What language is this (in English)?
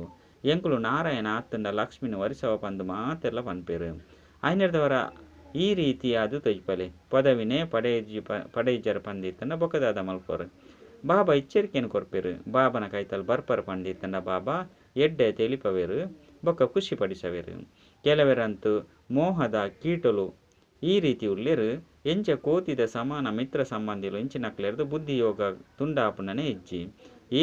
Tulu